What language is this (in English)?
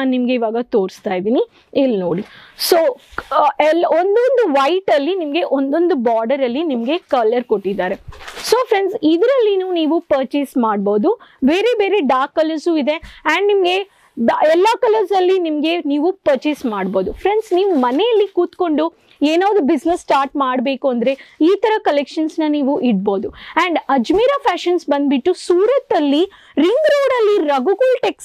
Kannada